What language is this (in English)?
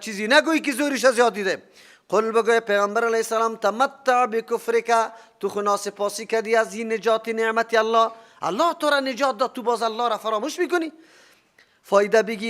Persian